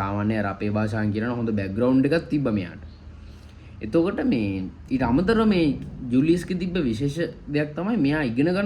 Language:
Sinhala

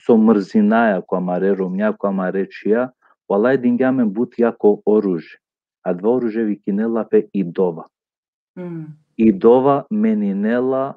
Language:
Balkan Romani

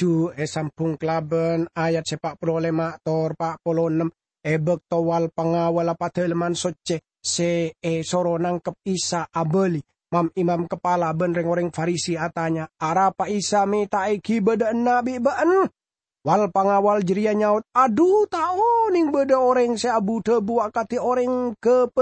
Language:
Madurese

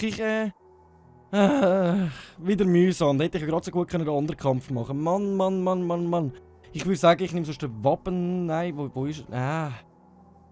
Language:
Swiss German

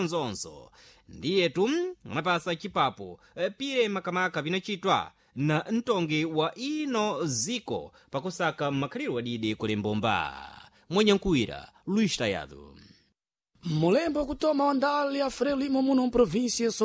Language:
Sena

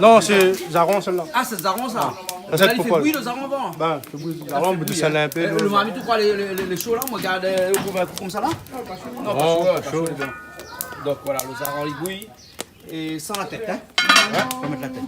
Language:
Réunion Creole French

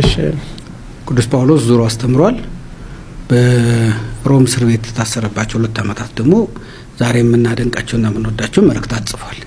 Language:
Amharic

